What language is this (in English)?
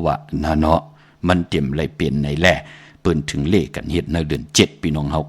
Shan